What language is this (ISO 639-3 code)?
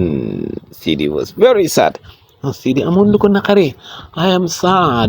wol